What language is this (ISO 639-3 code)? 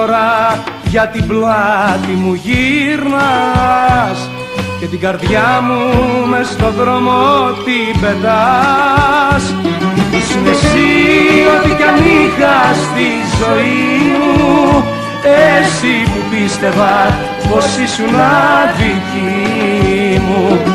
ell